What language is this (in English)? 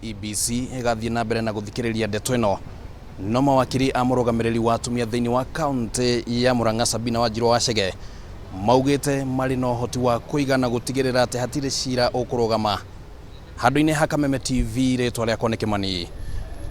Kikuyu